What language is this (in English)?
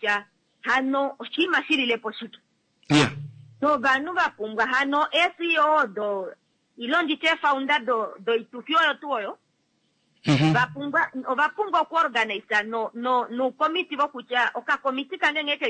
Kuanyama